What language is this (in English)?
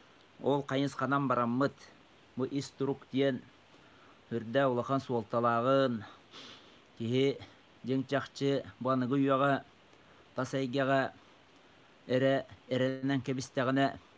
Yakut